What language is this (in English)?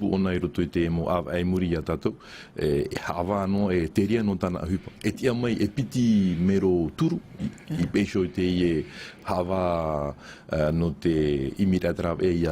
Tahitian